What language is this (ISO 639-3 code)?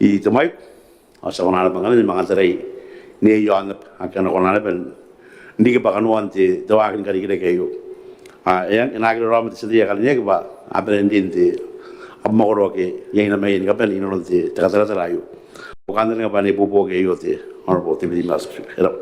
gil